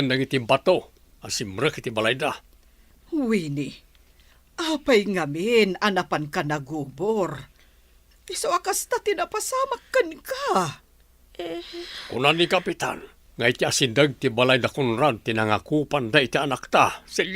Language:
Iloko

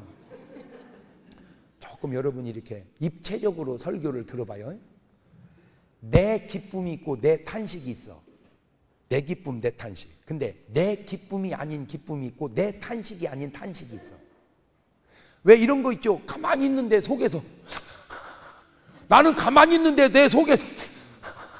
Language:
Korean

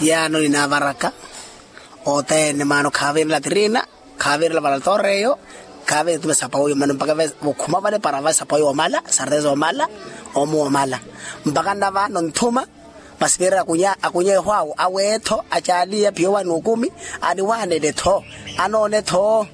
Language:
Makhuwa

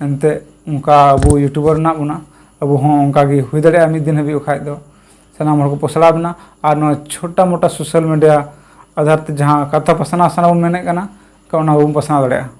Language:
Santali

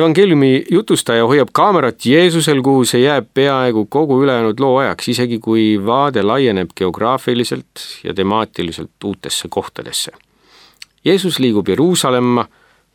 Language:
Estonian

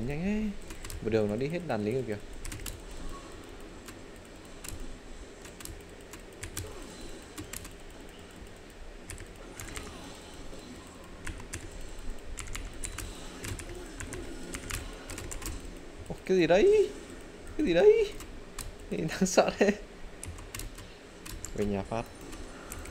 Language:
Vietnamese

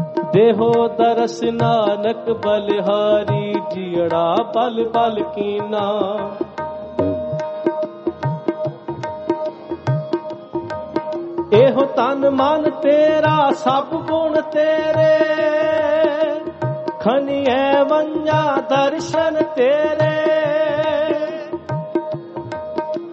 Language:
Punjabi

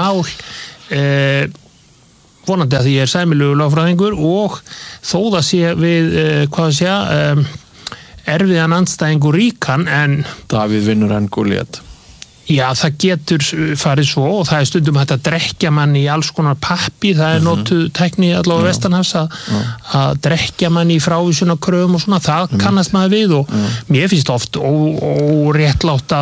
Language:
Icelandic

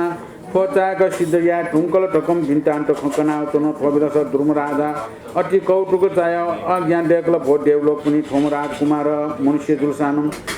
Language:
Newari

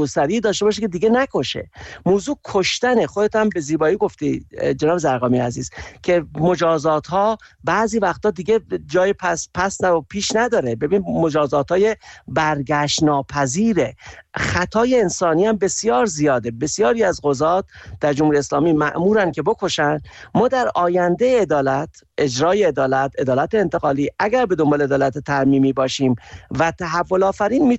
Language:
Persian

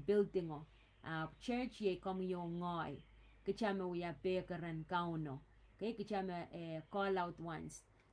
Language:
Pohnpeian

